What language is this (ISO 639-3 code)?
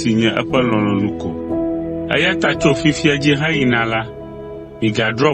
ewe